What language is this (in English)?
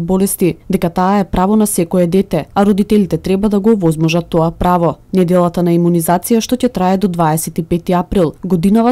Macedonian